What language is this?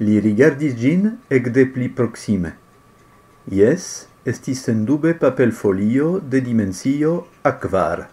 Esperanto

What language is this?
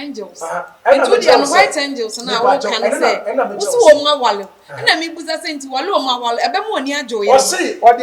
Akan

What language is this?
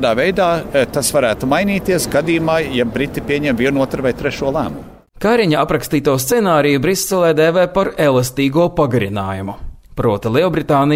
Latvian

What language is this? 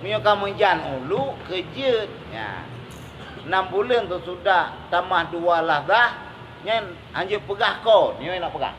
Achinese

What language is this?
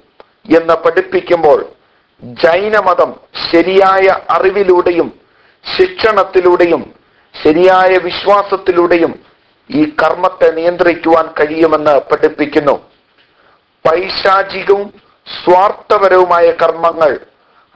Malayalam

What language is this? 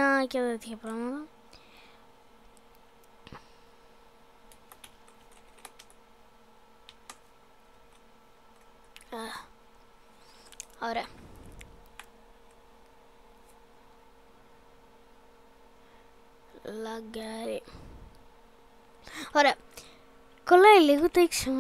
Greek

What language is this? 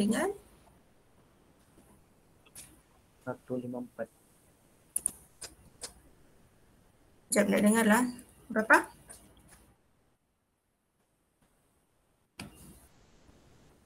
Malay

